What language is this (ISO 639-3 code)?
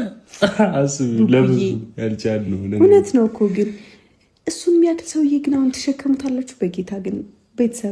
amh